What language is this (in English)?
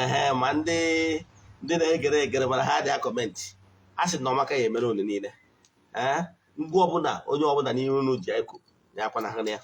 Igbo